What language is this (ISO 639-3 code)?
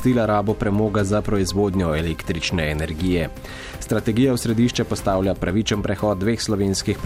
slv